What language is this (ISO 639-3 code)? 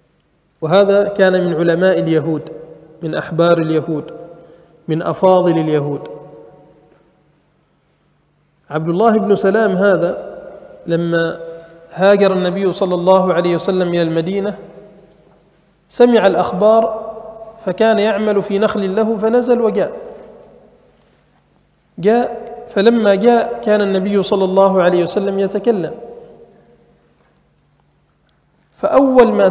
ara